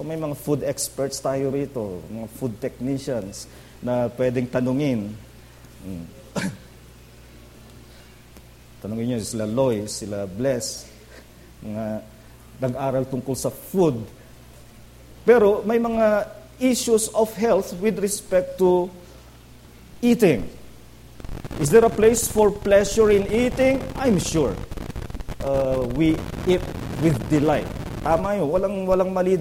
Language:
Filipino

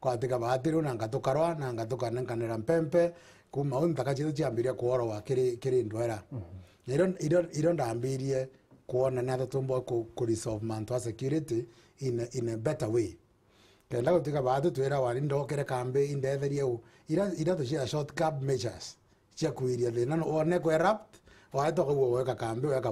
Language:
Meru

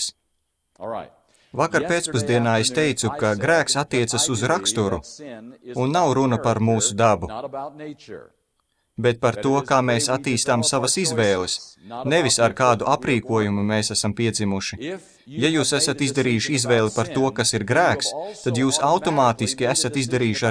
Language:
Latvian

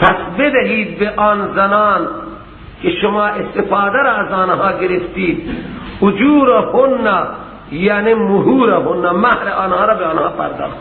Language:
Persian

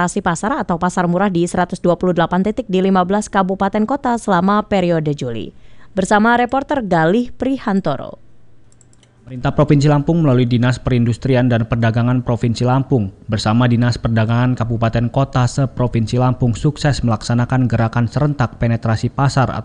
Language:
Indonesian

